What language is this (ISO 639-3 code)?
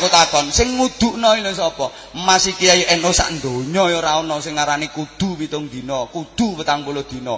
jav